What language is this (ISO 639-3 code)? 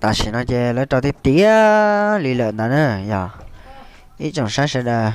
hmn